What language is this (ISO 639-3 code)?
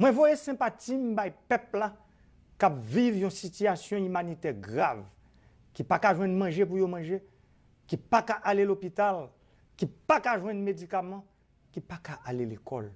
hat